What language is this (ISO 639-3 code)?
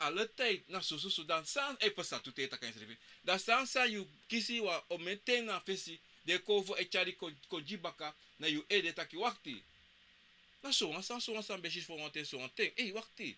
srn